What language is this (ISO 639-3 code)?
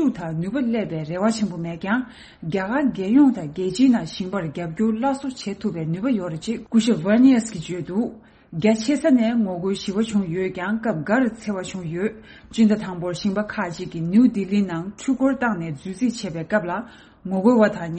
bod